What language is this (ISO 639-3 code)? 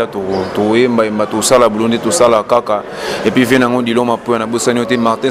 lin